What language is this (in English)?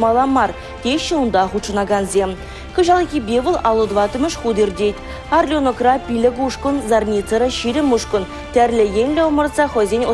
Chuvash